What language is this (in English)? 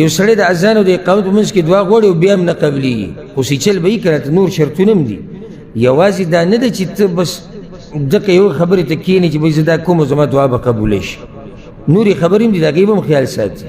Pashto